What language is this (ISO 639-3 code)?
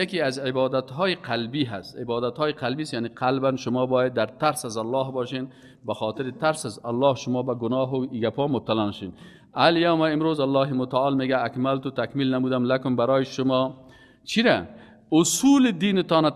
fas